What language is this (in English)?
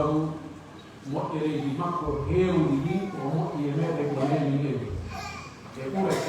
Pular